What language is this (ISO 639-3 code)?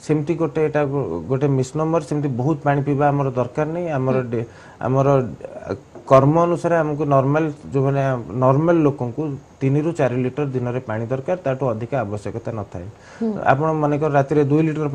ori